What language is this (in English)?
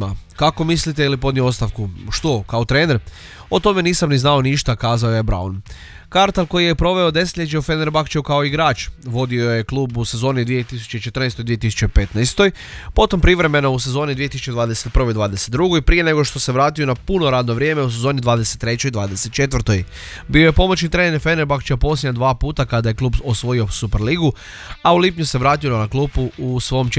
Croatian